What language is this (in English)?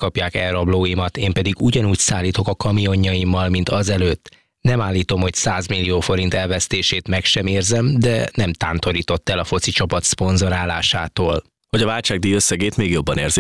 Hungarian